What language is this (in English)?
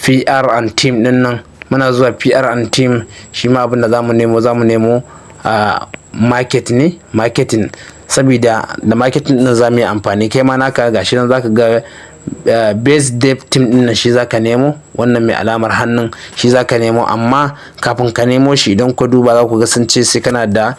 Hausa